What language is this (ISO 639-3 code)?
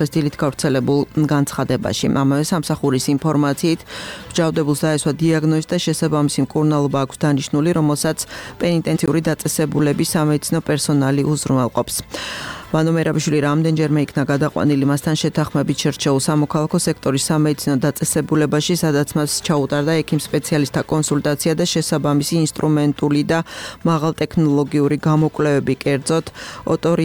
kat